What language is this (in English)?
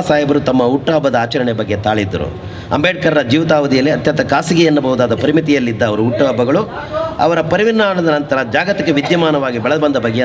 Kannada